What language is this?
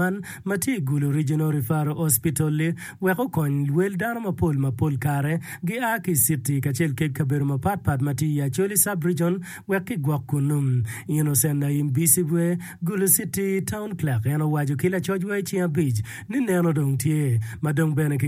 Acoli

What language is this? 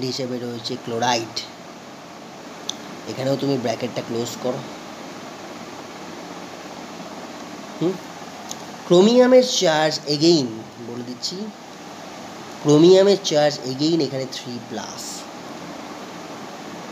Bangla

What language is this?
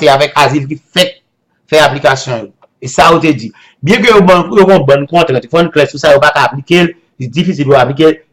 Haitian Creole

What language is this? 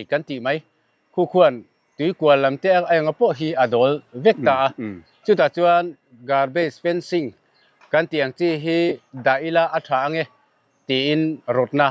Mizo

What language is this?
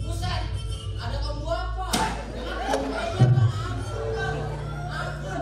Betawi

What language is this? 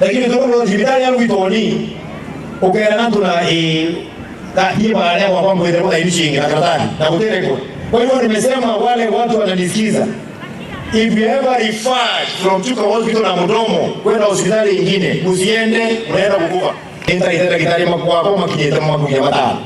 Meru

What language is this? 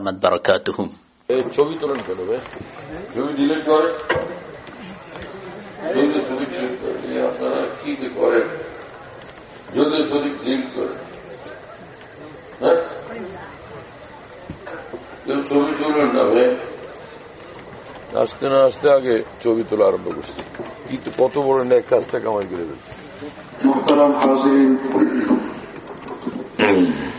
Bangla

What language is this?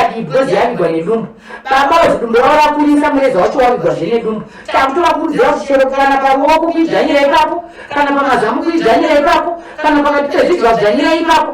Shona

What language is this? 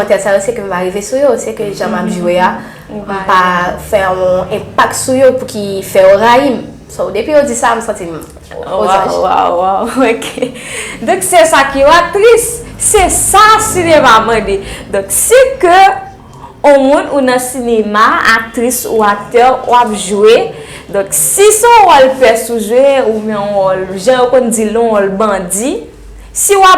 Haitian Creole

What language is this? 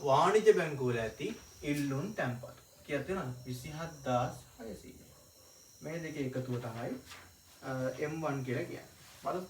Sinhala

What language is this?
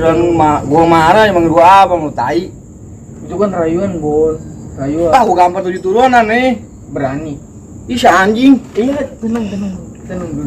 Betawi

